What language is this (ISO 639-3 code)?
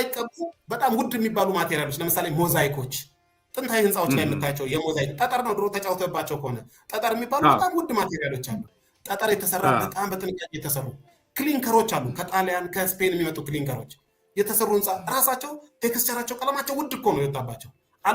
amh